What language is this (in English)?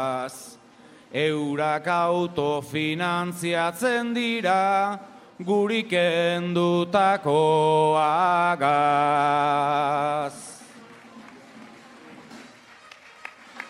Basque